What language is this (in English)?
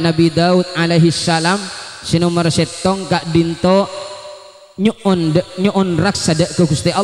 Madurese